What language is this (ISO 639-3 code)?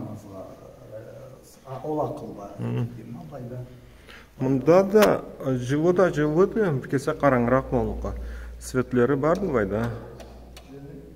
krc